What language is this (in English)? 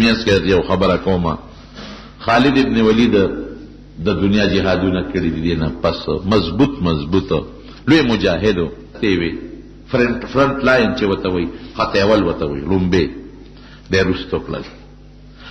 Pashto